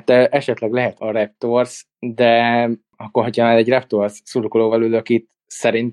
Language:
Hungarian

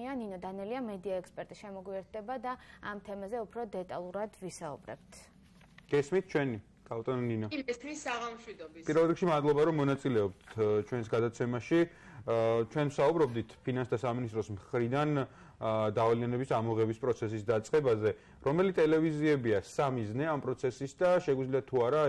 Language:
Georgian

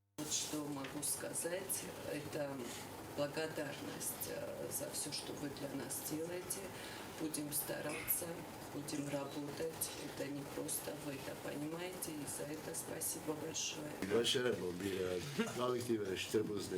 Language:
Ossetic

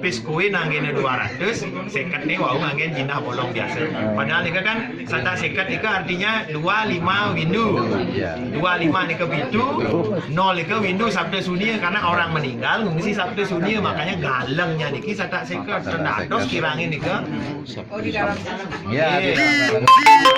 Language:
Balinese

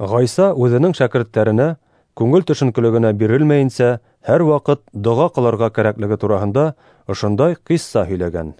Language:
Bashkir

